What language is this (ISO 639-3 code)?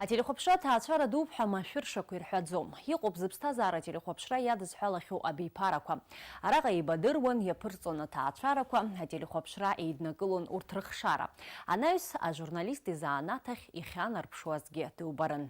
abk